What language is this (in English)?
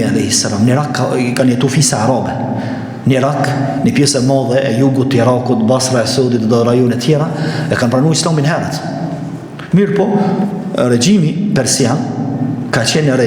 Albanian